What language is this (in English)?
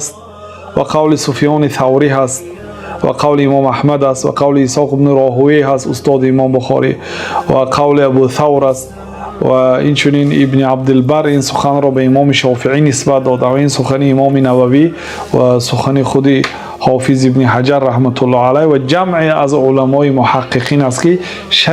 Tajik